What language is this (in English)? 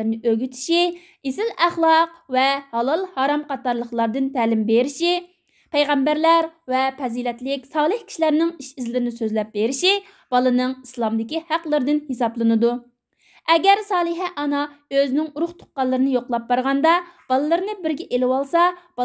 Uyghur